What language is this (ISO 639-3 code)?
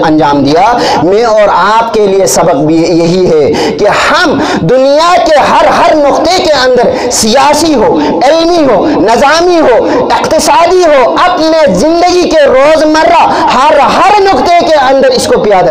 urd